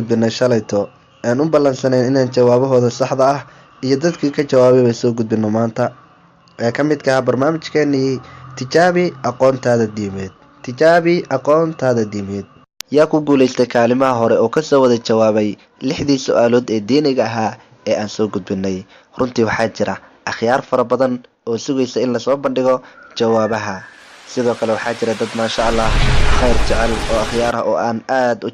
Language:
Somali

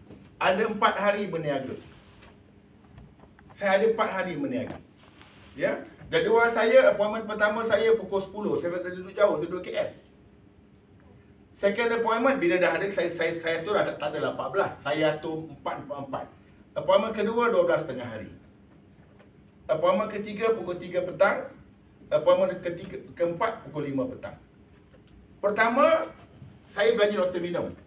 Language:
Malay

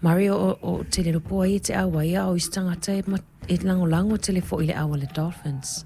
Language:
Samoan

